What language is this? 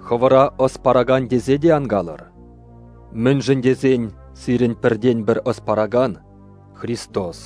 Chuvash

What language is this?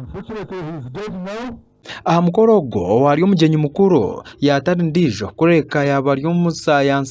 Nyankole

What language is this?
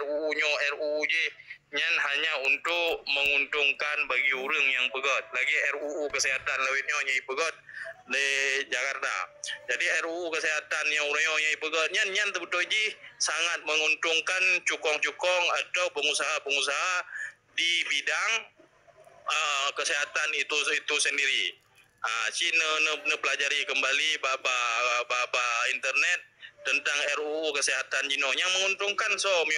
Achinese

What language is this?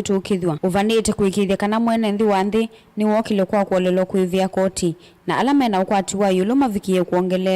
Kamba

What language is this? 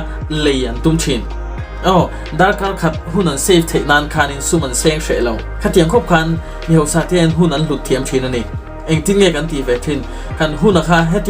Mizo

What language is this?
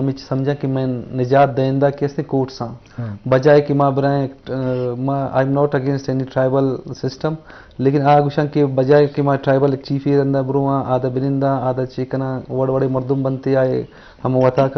Eastern Balochi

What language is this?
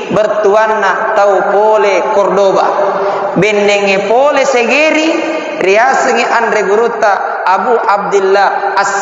Buginese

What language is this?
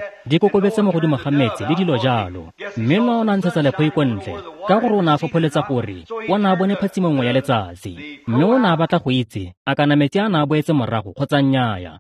Tswana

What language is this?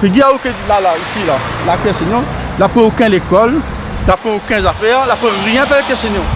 Réunion Creole French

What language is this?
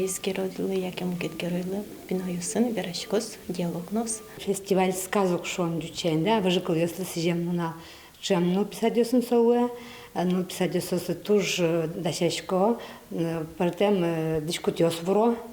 Udmurt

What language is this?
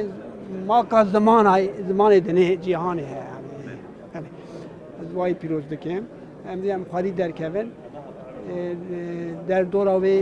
Kurdish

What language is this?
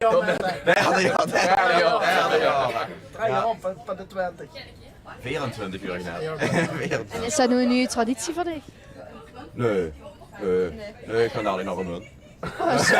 Limburgish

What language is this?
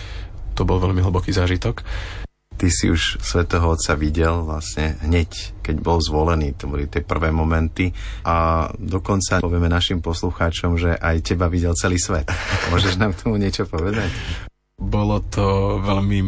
Slovak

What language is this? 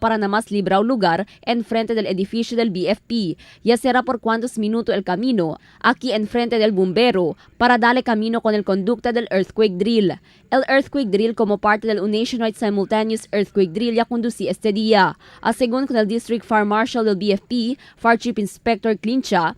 Chavacano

